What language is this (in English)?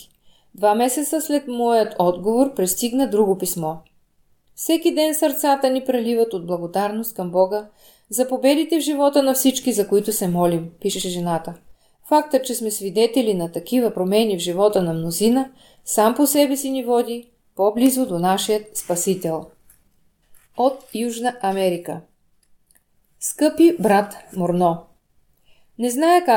Bulgarian